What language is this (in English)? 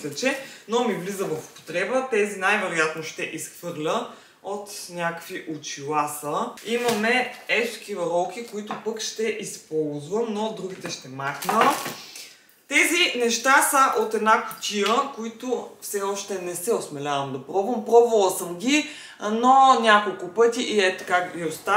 Bulgarian